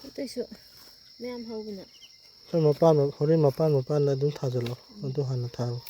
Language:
Manipuri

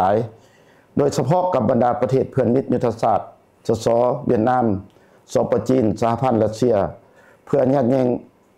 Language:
Lao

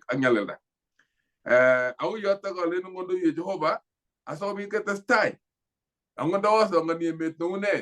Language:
Kalenjin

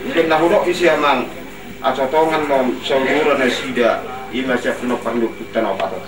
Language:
Batak Toba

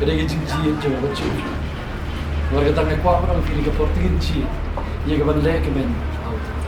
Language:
Khasi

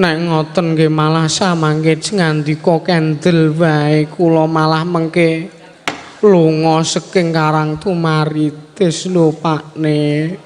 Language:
Javanese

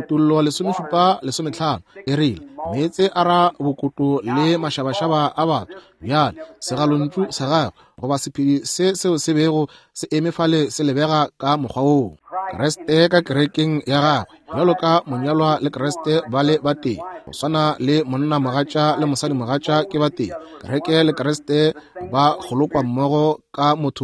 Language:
Northern Sotho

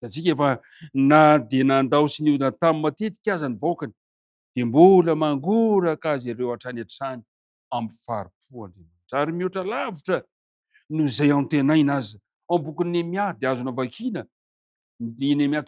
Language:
Malagasy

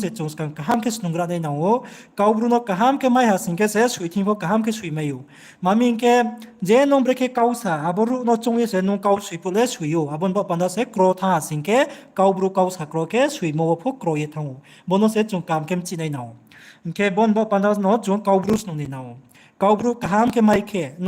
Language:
Riang (India)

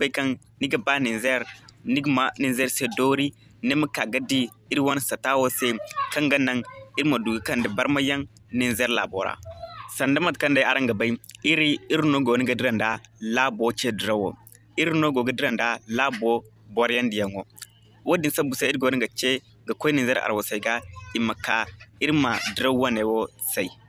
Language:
Zarma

